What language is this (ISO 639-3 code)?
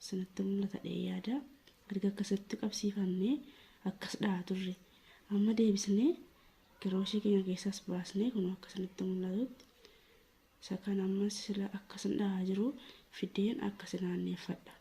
orm